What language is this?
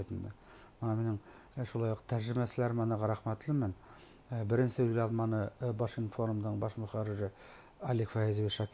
Bashkir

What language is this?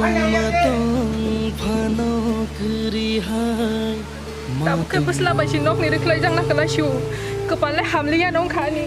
Kok Borok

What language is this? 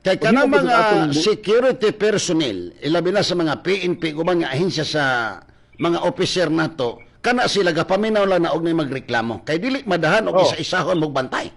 Cebuano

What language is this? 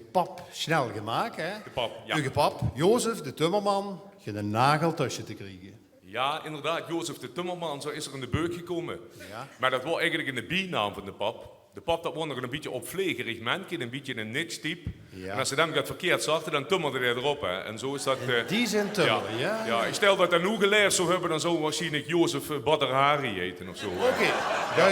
Limburgish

